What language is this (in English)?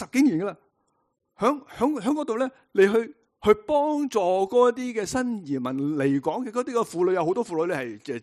Cantonese